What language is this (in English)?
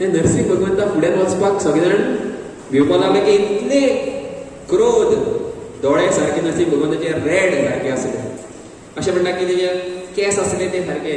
Konkani